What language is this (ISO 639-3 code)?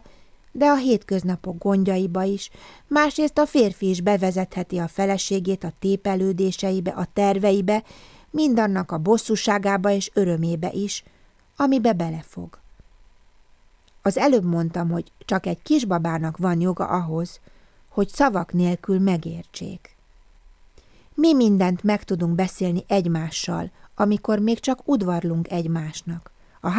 hun